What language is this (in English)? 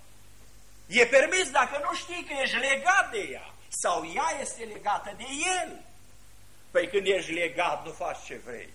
Romanian